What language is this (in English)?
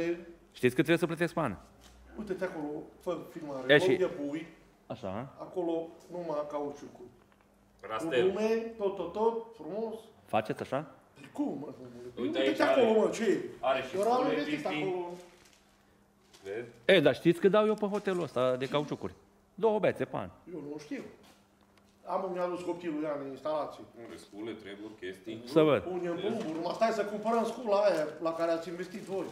Romanian